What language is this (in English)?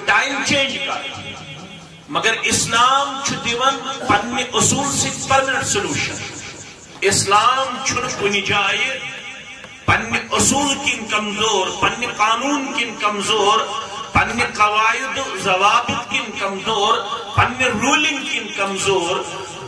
Kashmiri